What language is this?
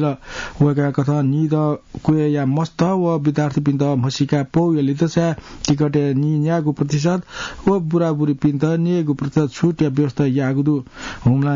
Newari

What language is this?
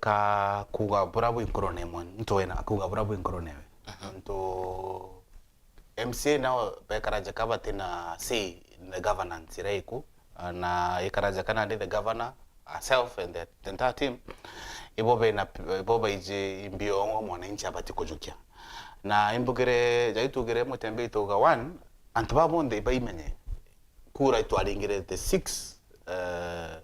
Meru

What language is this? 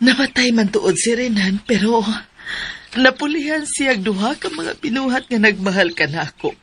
Cebuano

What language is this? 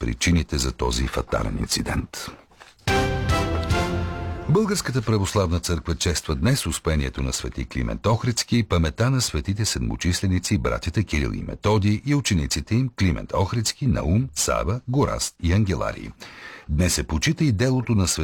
Bulgarian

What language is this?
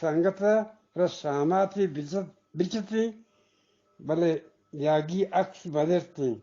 Eastern Balochi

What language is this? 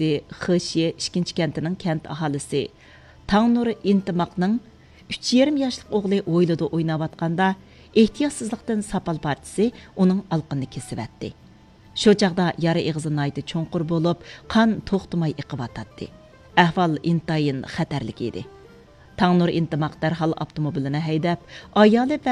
Uyghur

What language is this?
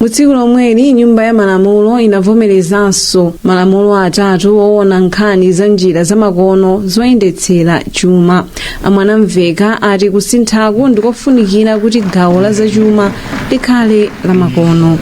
Nyanja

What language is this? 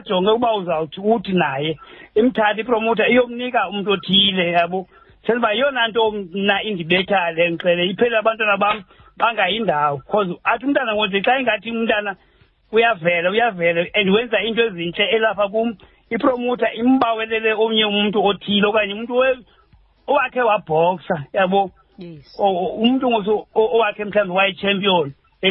Xhosa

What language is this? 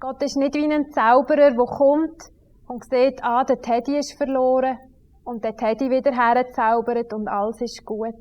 Swiss German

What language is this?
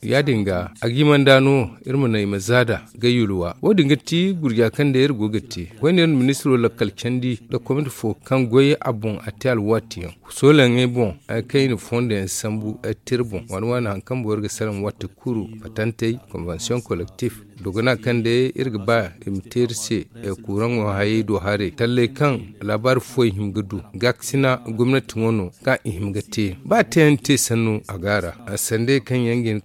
Zarma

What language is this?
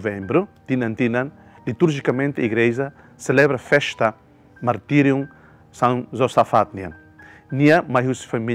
Tetum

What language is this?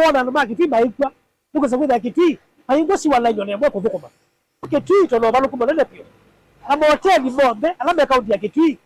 Kamba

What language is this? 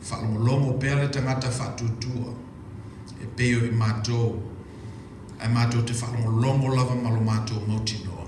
Samoan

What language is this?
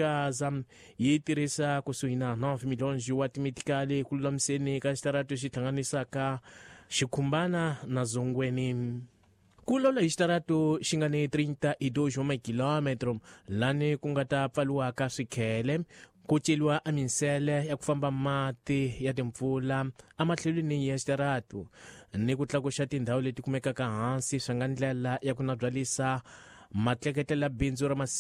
Tsonga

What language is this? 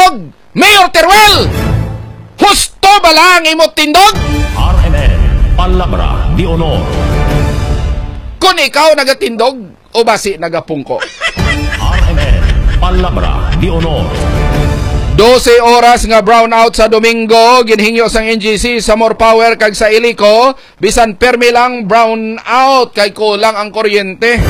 Hiligaynon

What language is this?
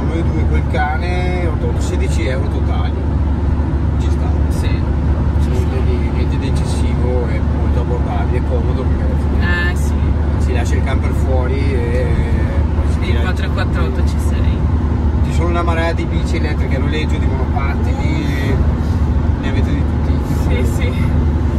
Italian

